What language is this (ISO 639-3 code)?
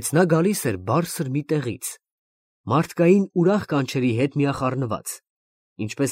hye